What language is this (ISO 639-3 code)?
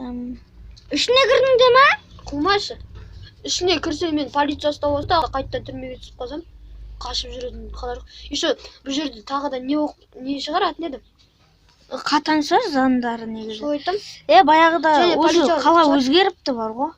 kaz